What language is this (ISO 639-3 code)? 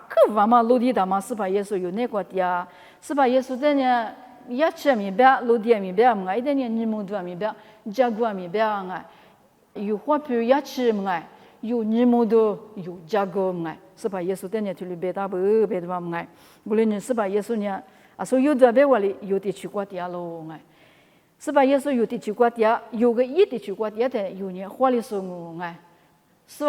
lis